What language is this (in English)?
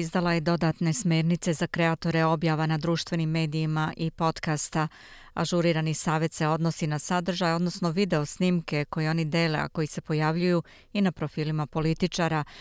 Serbian